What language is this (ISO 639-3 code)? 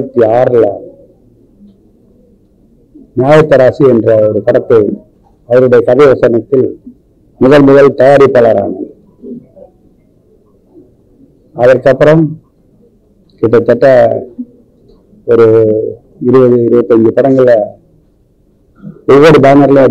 tam